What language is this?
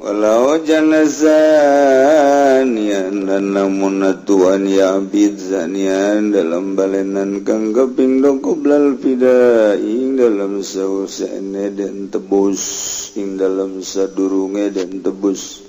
Sundanese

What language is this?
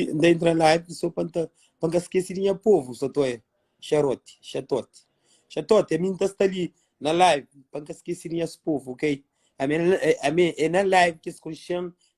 Kabuverdianu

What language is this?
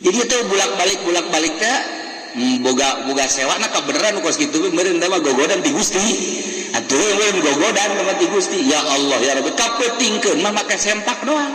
Sundanese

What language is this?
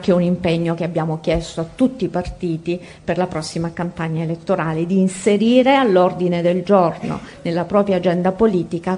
Italian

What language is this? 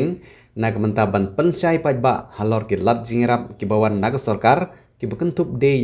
Khasi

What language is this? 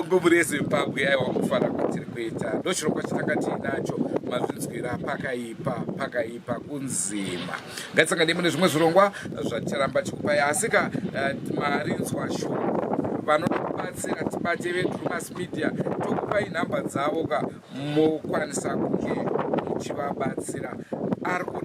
Shona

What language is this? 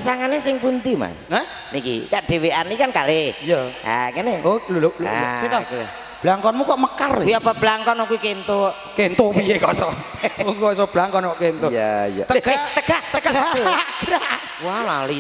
Javanese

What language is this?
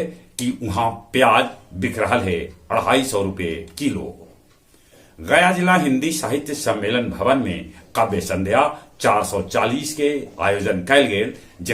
Magahi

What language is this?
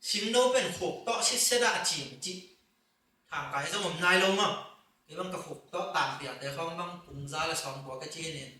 Tedim Chin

